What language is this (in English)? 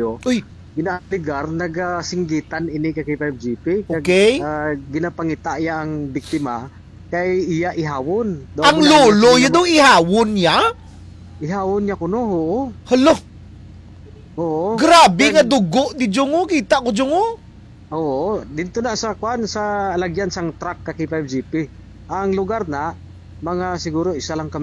Hiligaynon